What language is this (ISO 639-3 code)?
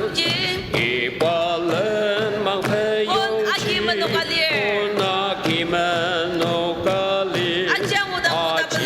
njo